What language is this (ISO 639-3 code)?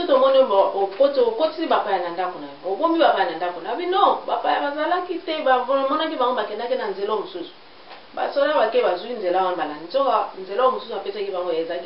lin